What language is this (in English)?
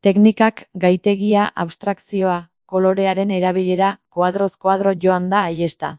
Basque